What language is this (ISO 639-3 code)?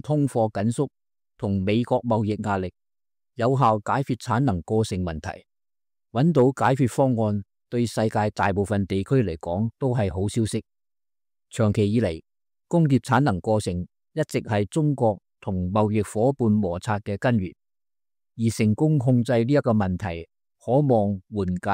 yue